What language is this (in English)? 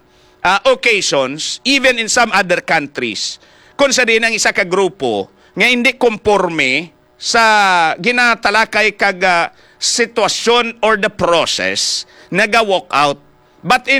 Hiligaynon